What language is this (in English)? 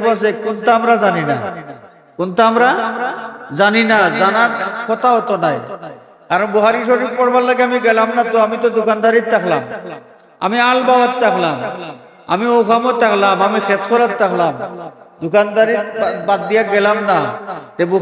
Sylheti